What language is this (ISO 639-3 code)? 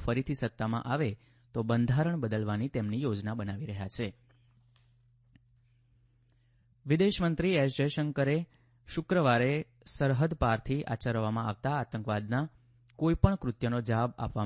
guj